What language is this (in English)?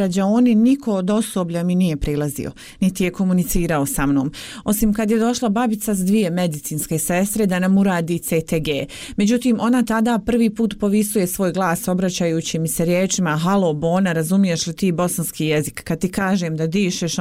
Bosnian